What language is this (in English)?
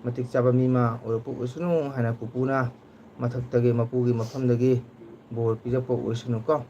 Manipuri